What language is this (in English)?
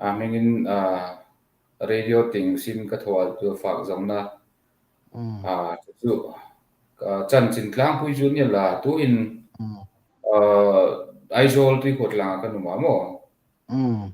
Hmar